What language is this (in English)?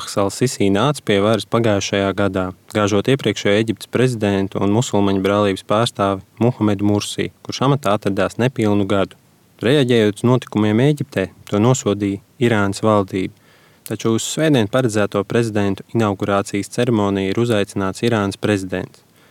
Latvian